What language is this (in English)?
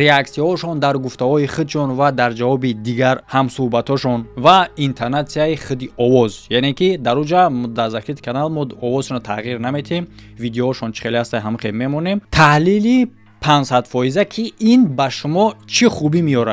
Tajik